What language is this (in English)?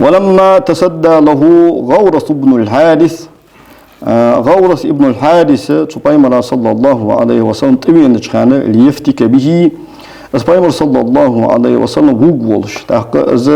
Ingush